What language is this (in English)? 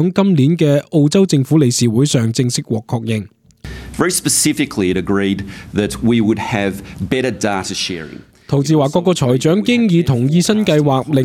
Cantonese